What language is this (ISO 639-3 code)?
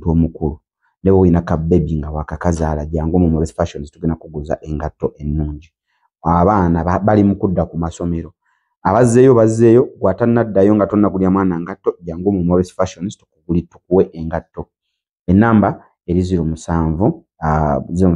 lug